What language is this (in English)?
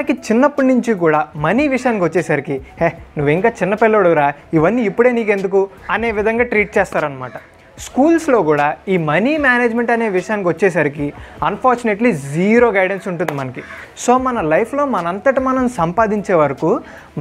Telugu